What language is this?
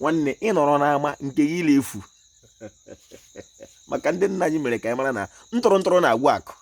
Igbo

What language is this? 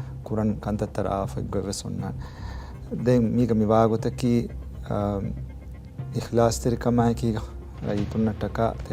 Divehi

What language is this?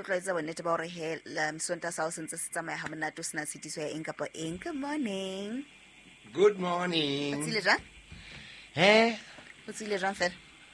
Southern Sotho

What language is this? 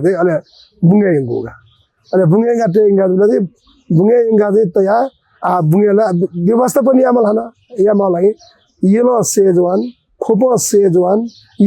Newari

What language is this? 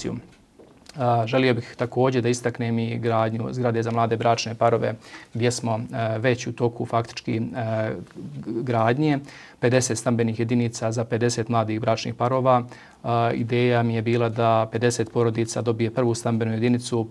Bosnian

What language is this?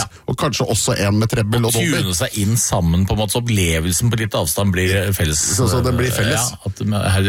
Norwegian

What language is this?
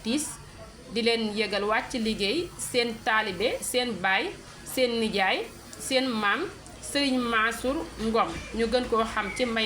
Wolof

